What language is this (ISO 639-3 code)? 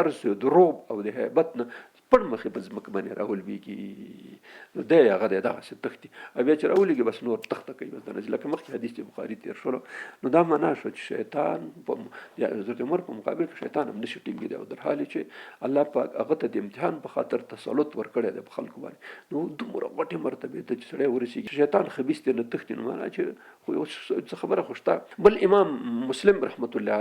pus